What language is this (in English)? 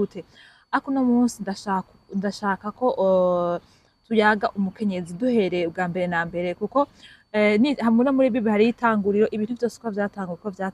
Rundi